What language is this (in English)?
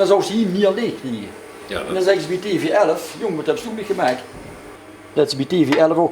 Limburgish